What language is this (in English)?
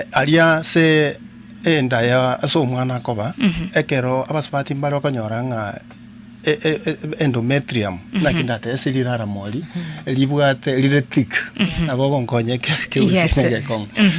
Gusii